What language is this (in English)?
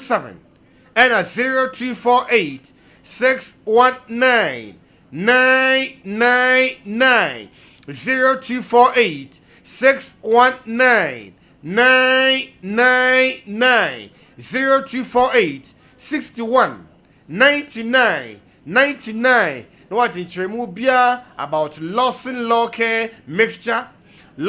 Akan